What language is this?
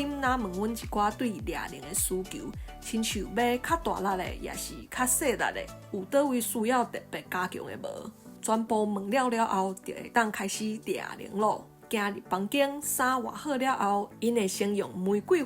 Min Nan Chinese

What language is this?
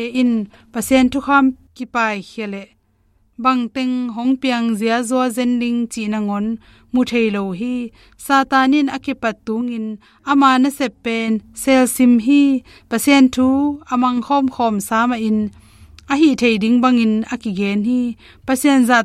Tedim Chin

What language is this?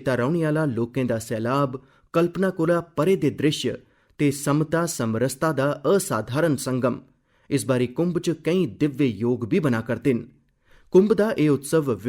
Dogri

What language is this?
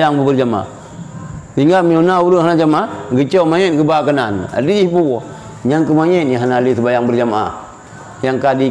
Achinese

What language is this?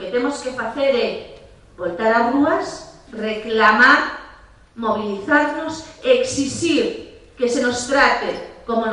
Galician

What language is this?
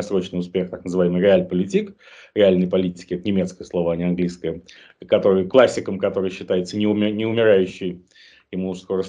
Russian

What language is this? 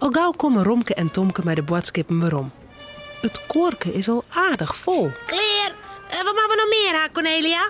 Western Frisian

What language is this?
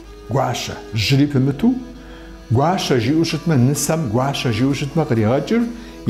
Kabardian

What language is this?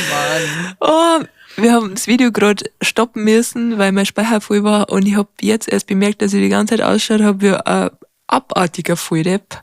Bavarian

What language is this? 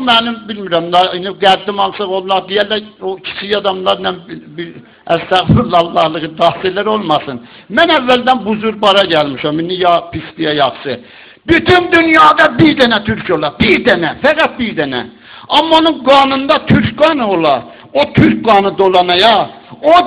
South Azerbaijani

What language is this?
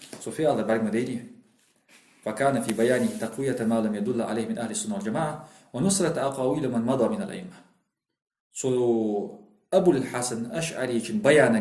Ingush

